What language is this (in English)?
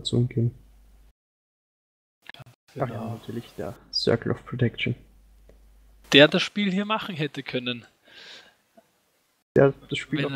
German